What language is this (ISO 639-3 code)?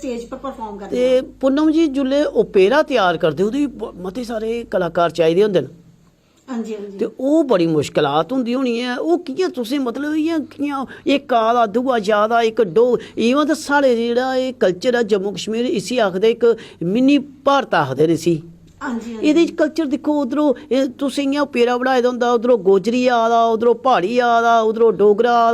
doi